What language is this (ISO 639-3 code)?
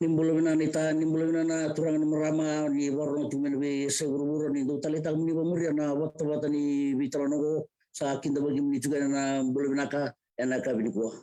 fij